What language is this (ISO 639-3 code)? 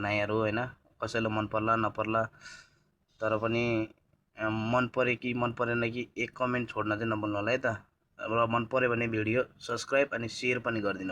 nep